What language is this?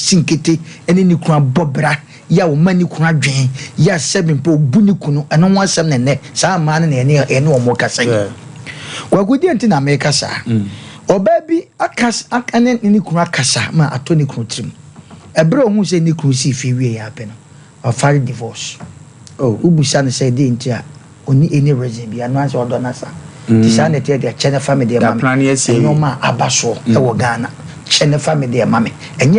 Akan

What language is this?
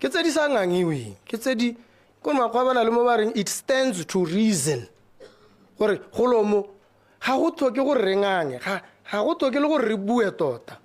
Tswana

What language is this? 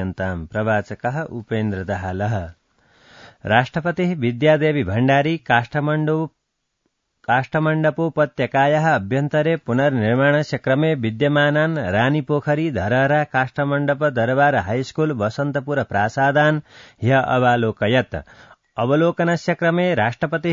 Sanskrit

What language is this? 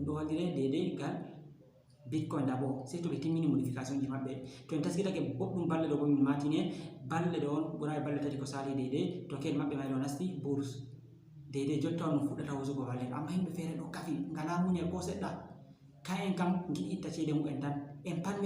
Fula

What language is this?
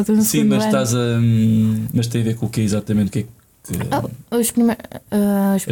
Portuguese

